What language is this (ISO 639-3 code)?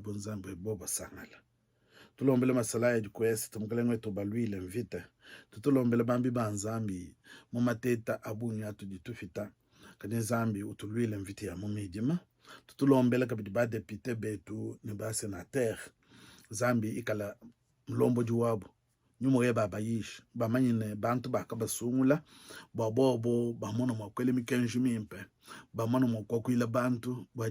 lua